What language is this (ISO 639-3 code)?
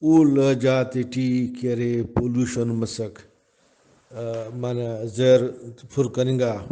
brh